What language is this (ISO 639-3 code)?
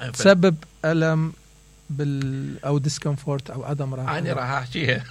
acm